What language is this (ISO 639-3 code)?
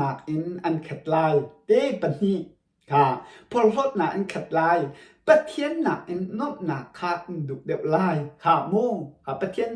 cnh